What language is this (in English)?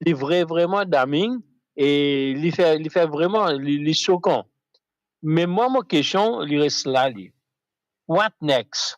Morisyen